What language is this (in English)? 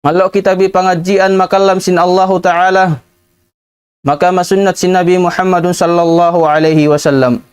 Tausug